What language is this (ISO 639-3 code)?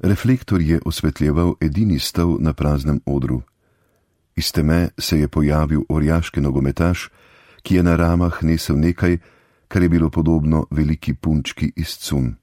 slv